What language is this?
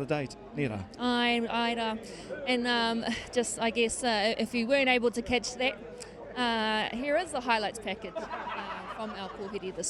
Māori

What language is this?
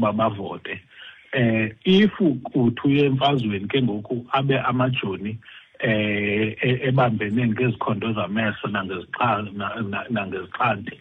Xhosa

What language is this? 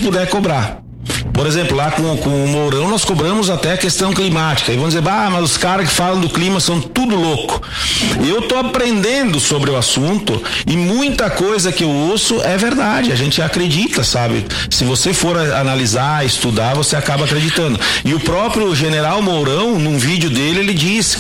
Portuguese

